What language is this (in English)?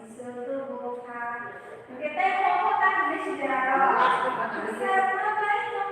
Kok Borok